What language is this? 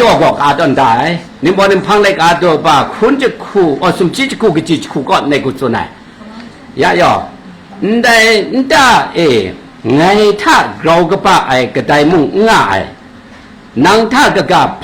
Kachin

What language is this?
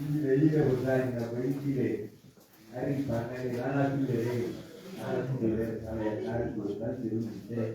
Tswana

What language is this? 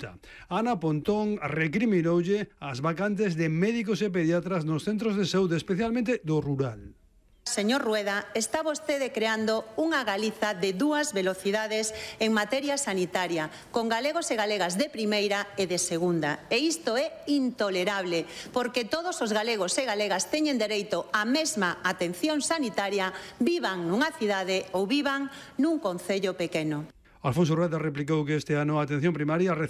Galician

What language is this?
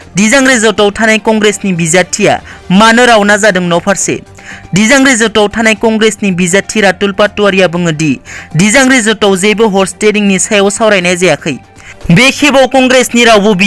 Bodo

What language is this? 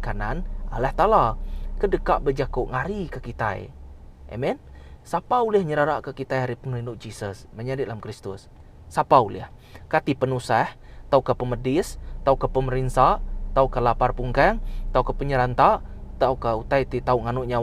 Iban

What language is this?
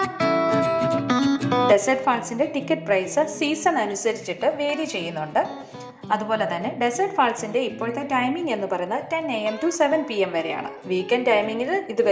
Malayalam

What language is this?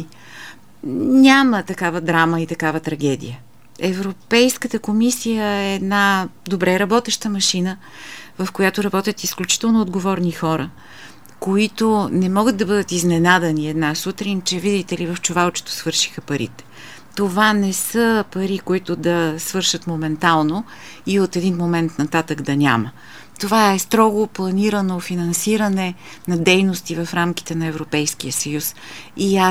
Bulgarian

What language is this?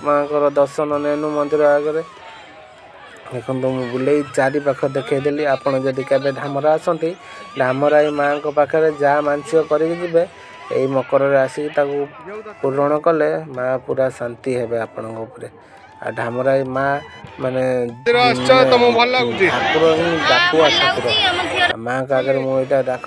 Odia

